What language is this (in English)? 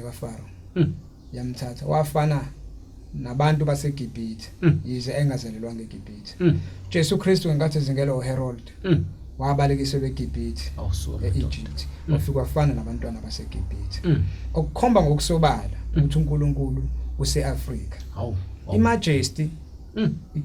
Zulu